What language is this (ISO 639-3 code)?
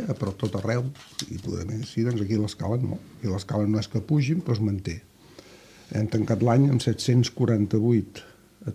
cat